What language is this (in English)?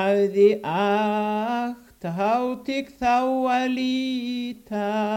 Icelandic